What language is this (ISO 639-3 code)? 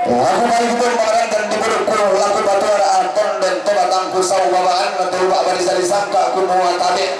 sda